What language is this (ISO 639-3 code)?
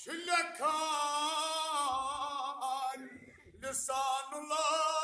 kas